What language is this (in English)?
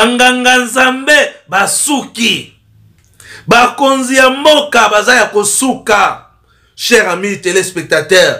Lingala